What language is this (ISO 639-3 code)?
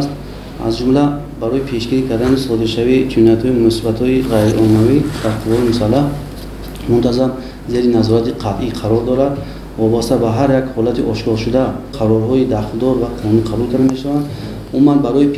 tgk